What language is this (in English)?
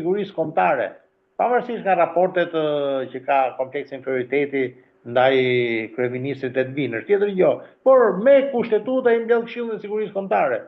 Albanian